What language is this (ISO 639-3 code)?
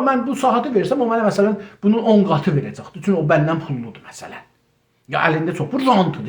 azb